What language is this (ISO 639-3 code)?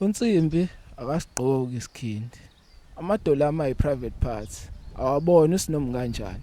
zul